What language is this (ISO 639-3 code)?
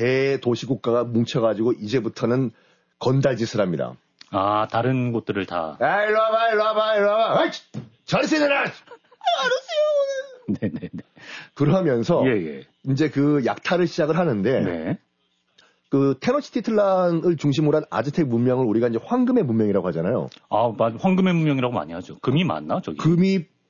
kor